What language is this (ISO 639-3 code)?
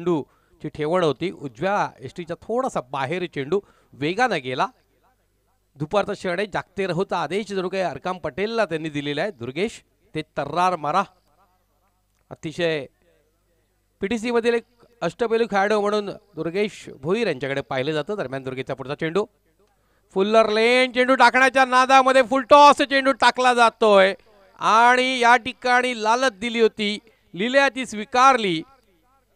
mar